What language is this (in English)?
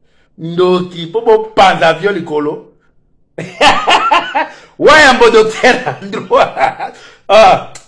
Lingala